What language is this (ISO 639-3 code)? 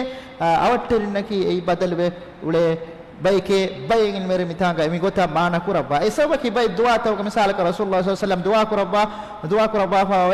div